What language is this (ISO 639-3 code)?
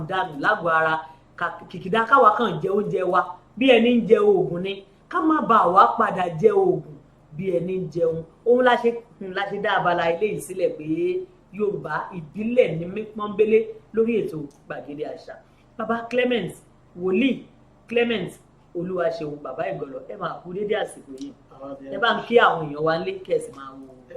yor